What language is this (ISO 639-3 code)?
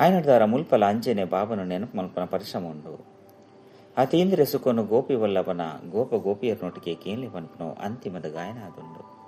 tcy